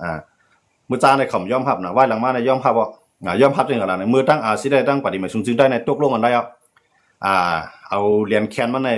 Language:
Shan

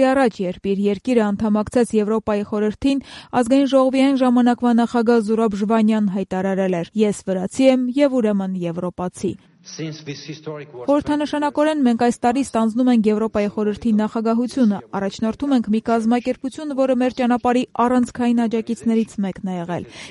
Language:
Armenian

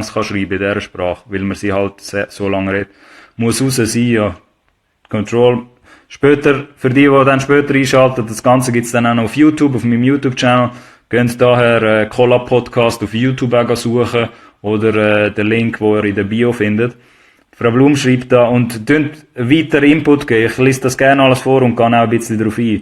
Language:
Swiss German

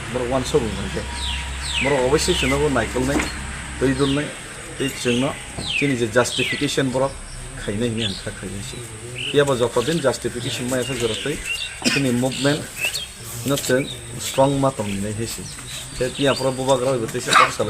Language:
Kok Borok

